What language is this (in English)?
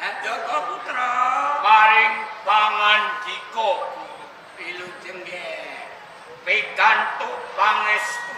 Javanese